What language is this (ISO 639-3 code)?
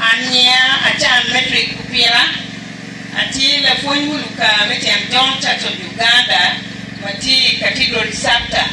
ach